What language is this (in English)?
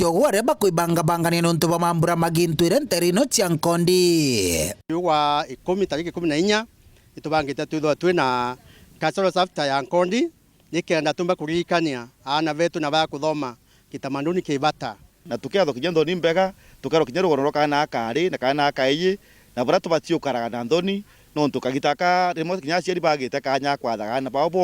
Meru